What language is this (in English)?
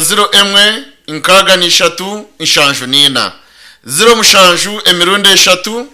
Nyankole